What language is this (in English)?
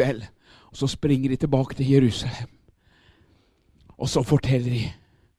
Norwegian